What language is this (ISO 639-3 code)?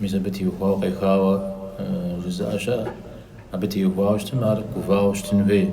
kbd